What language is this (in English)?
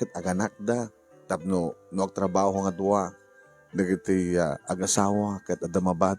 Iloko